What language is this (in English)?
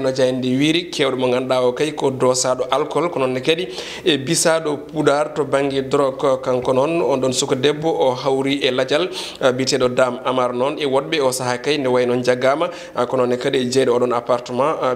Fula